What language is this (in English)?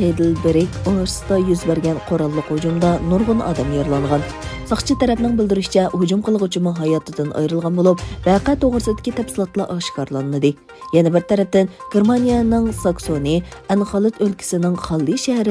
Uyghur